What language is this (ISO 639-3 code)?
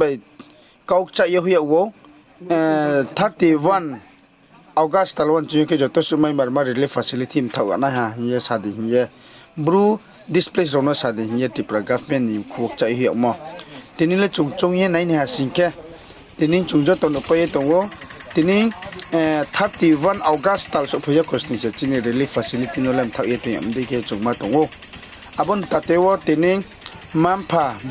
ria